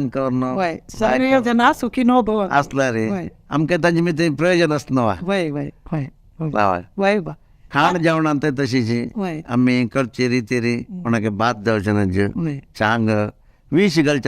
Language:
Konkani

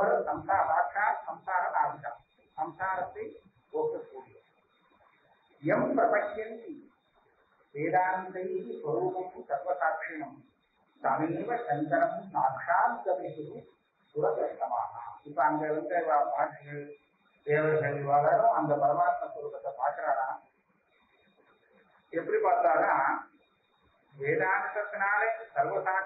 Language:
Tamil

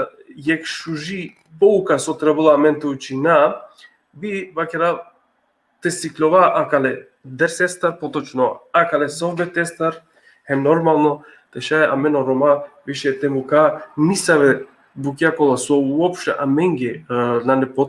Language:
Balkan Romani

